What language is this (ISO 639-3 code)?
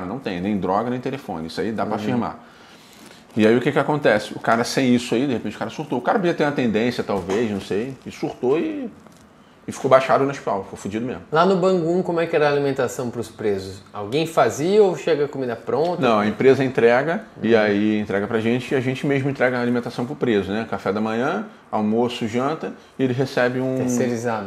por